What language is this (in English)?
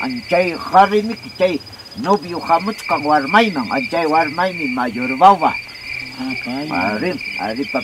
Ayacucho Quechua